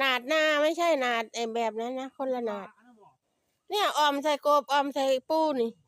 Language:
Lao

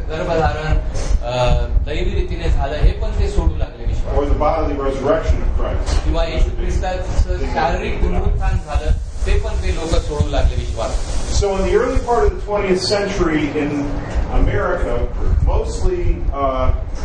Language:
Marathi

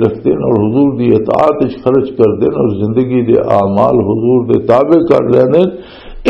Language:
Western Panjabi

